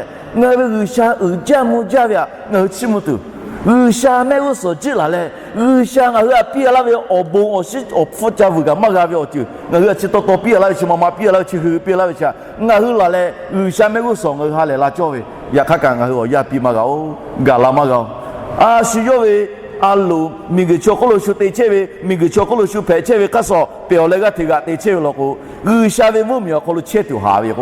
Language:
Lahu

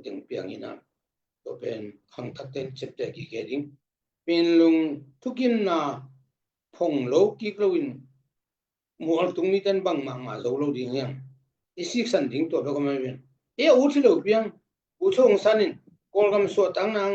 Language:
Tedim Chin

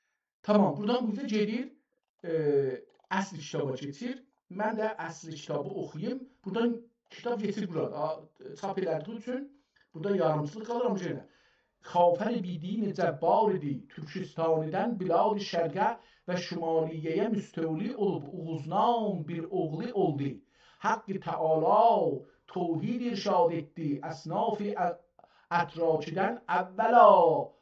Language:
South Azerbaijani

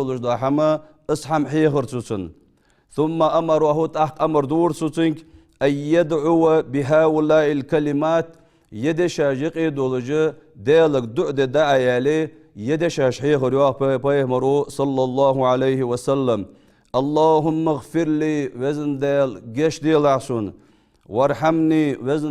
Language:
Ingush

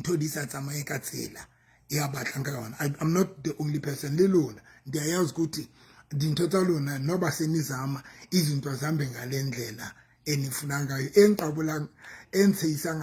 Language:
Southern Sotho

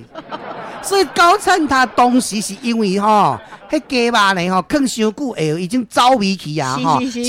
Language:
Min Nan Chinese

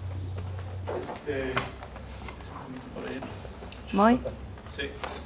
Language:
Spanish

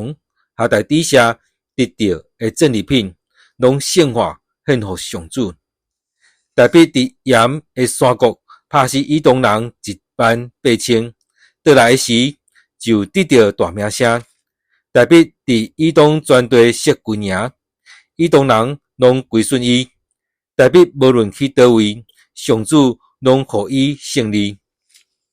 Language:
Min Nan Chinese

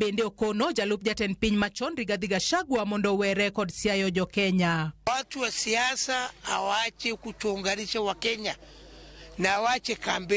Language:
Luo (Kenya and Tanzania)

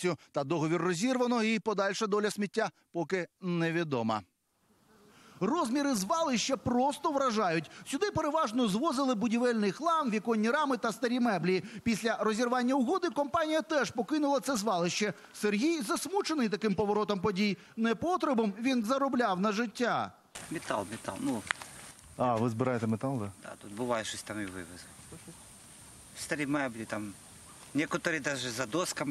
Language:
Ukrainian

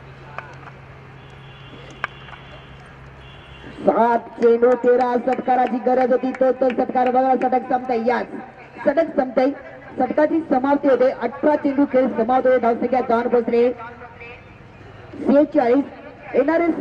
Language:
Marathi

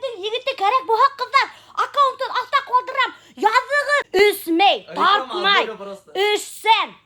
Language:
Bashkir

